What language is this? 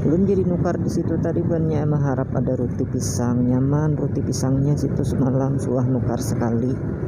Banjar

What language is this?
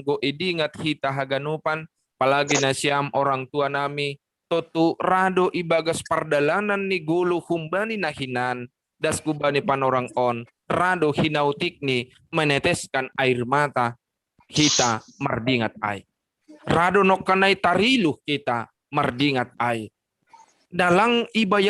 Batak Simalungun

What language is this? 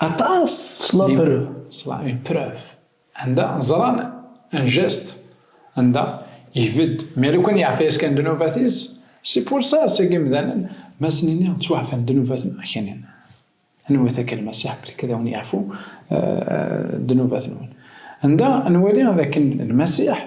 Kabyle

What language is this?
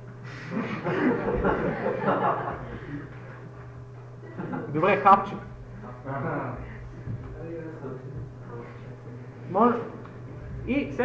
Bulgarian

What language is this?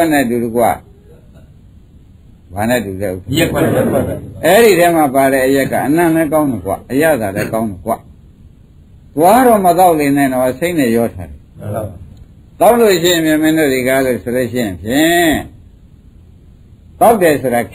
Burmese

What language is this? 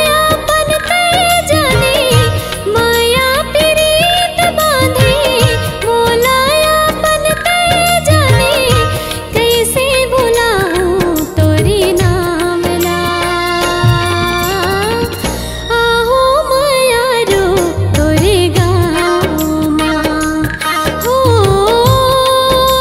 Chhattisgarhi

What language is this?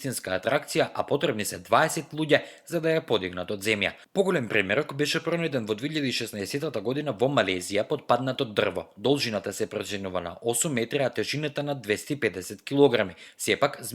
Macedonian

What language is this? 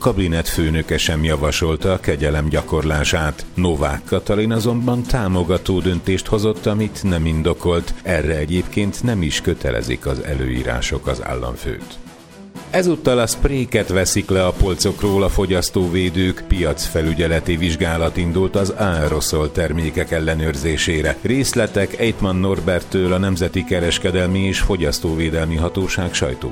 Hungarian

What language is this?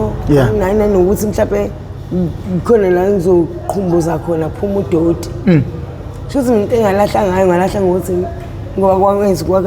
Zulu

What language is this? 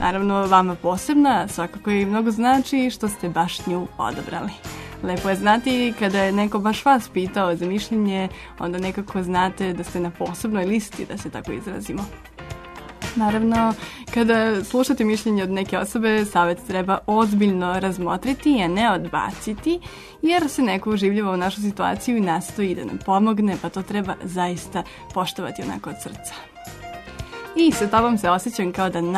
Serbian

